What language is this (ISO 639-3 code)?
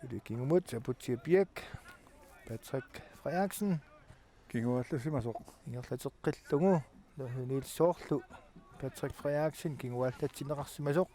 kal